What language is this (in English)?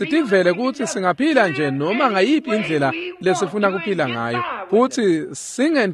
Swati